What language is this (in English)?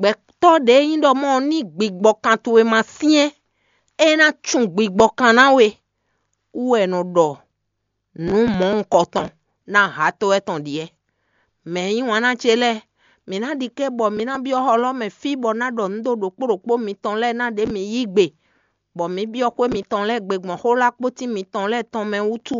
Fon